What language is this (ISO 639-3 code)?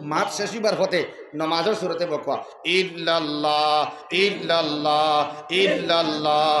syl